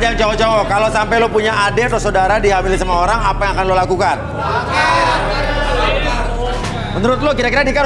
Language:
Indonesian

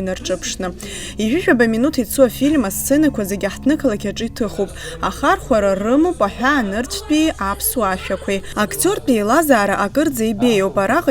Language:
Abkhazian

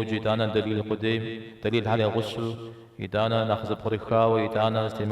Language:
Kabardian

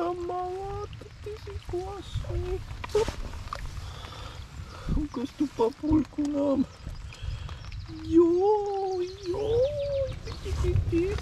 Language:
Slovak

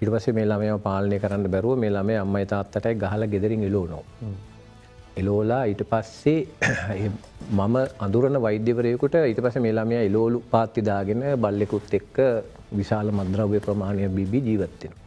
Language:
Sinhala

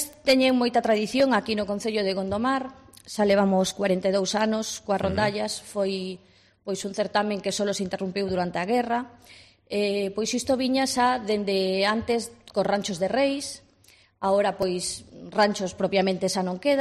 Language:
Galician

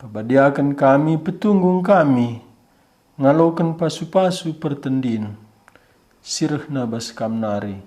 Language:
Batak Karo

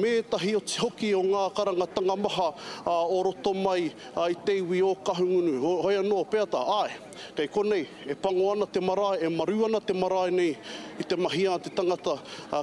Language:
Māori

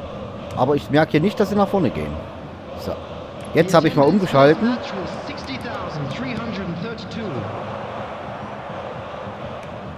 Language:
German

